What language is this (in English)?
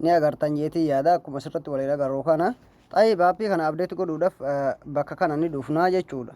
Oromo